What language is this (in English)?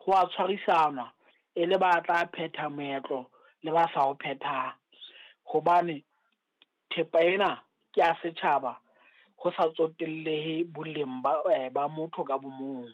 Southern Sotho